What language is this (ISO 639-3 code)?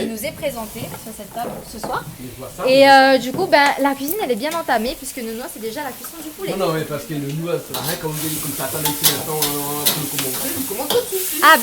rcf